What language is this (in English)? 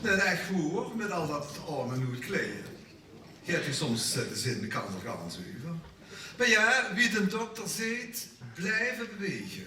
Limburgish